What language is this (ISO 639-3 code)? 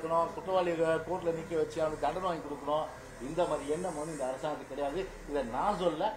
tam